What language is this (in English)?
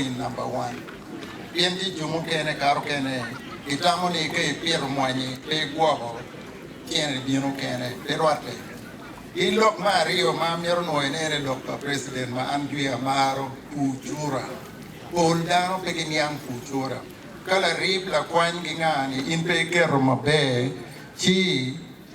Acoli